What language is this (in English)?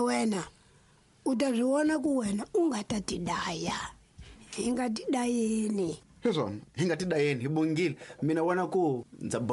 Tsonga